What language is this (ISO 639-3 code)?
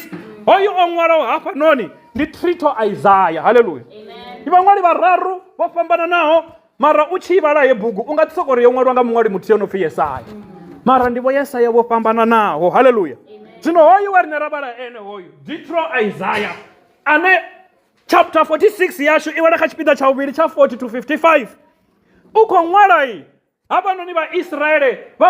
ven